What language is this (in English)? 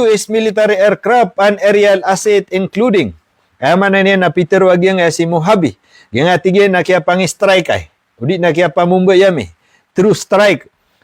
Maranao